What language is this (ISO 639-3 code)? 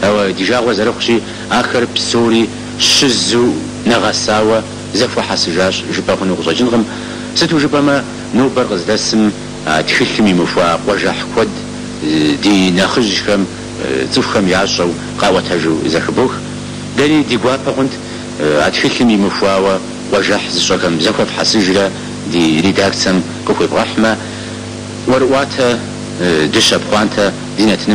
kbd